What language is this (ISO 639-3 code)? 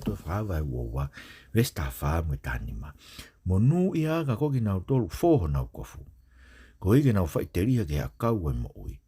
ton